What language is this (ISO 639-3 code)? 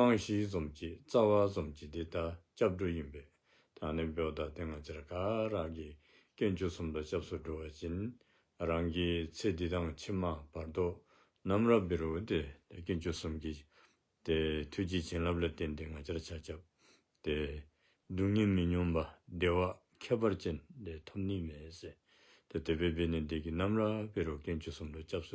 dzo